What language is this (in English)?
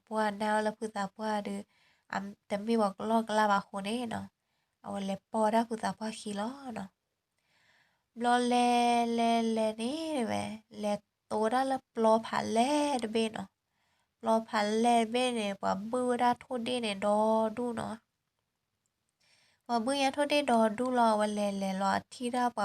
S'gaw Karen